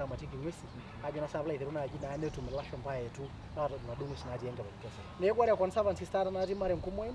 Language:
Masai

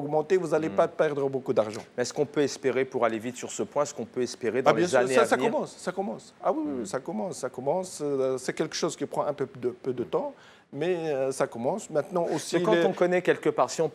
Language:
French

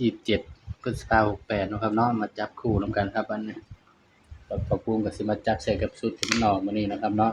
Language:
Northeastern Thai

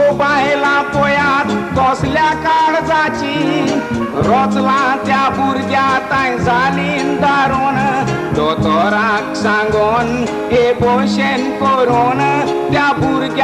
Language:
Konkani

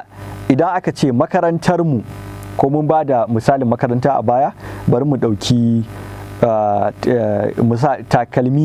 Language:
Hausa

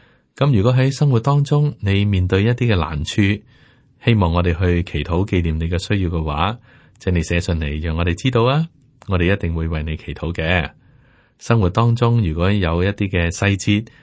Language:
Cantonese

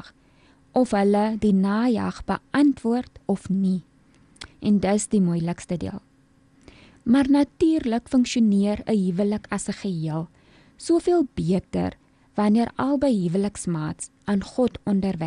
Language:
Afrikaans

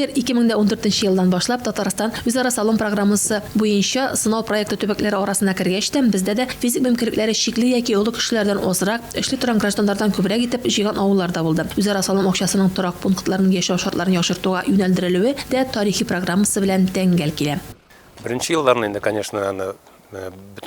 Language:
Tatar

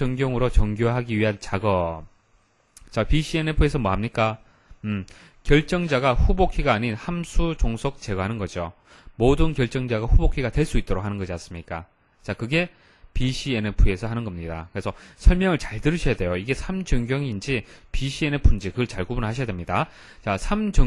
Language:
Korean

